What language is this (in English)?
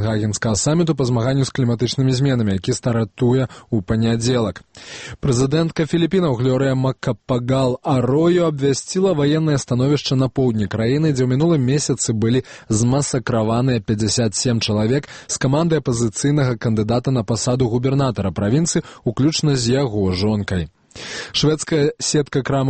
Belarusian